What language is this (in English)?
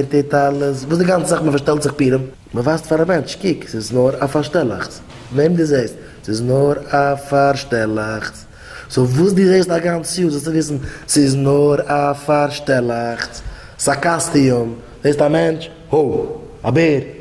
Yiddish